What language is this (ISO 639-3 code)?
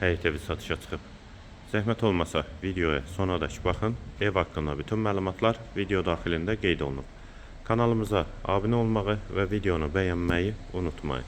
aze